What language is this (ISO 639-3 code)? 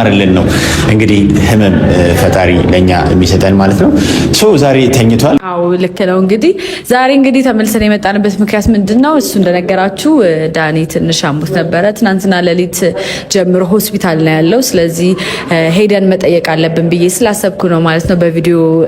amh